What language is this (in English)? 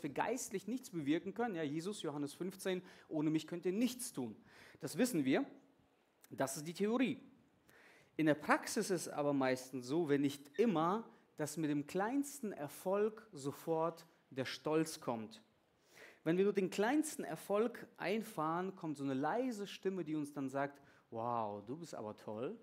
German